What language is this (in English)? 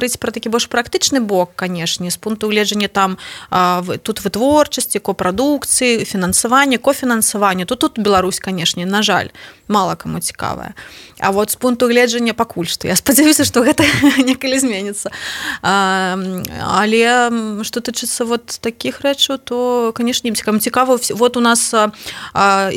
Belarusian